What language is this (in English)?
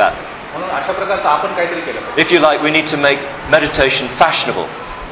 Marathi